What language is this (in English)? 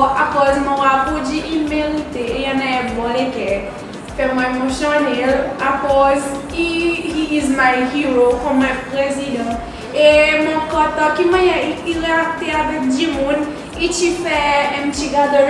Seselwa Creole French